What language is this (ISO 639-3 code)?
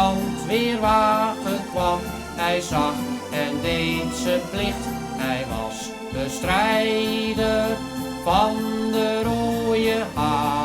fry